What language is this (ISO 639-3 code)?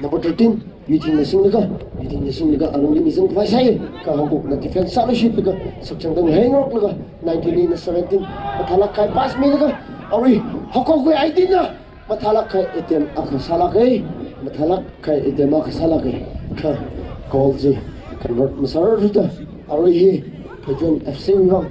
nmf